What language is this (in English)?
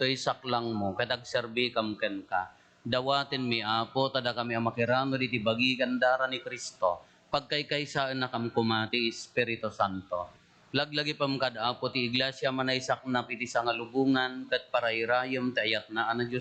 Iloko